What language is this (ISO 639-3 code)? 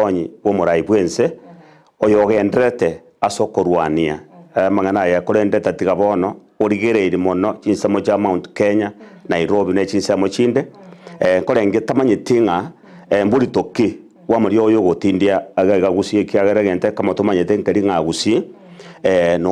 guz